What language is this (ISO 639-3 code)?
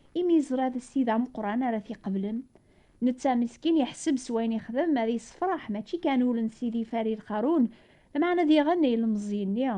kab